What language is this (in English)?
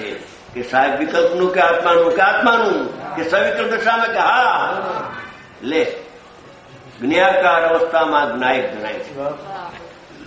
Gujarati